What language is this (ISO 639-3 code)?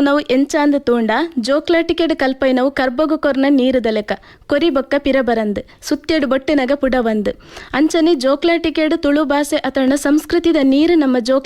tcy